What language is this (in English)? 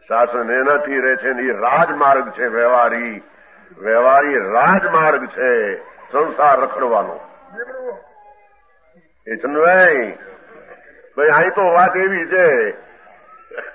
Gujarati